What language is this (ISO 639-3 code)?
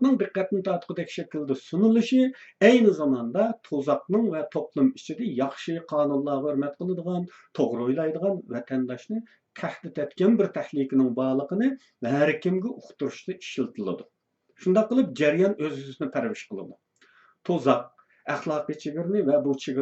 uig